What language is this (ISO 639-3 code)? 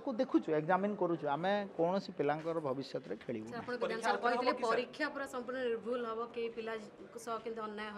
ori